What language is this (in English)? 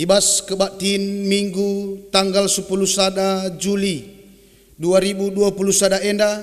Batak Karo